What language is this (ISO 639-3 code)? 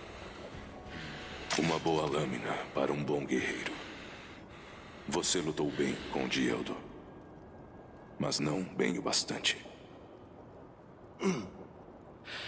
por